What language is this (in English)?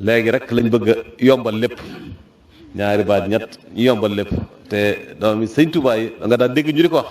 Wolof